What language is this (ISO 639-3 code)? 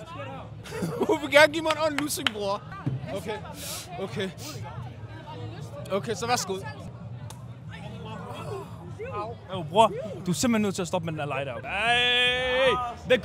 dan